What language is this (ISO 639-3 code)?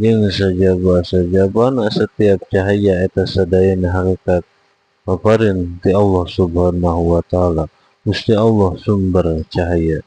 sun